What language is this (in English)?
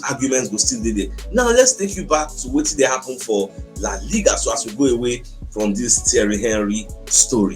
Nigerian Pidgin